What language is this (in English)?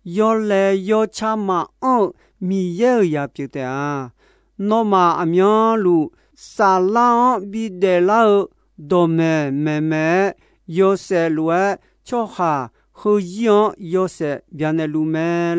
Akha